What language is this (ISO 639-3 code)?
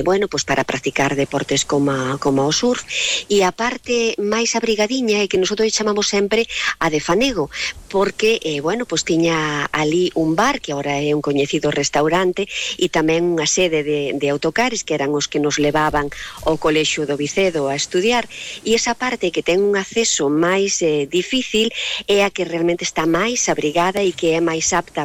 glg